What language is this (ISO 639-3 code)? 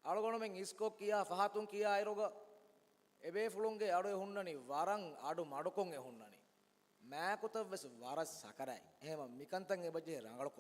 div